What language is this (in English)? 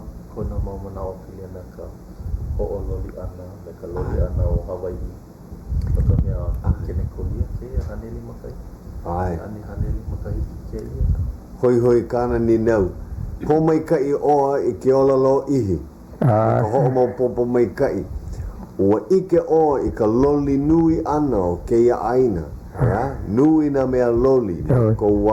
Hawaiian